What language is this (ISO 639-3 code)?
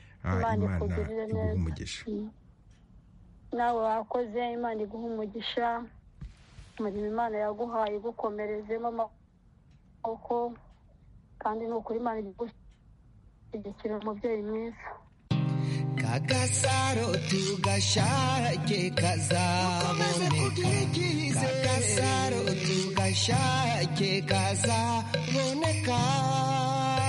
kin